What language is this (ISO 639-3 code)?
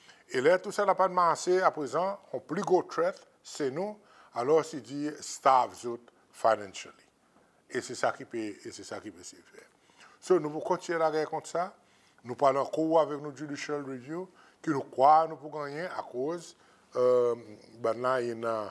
crs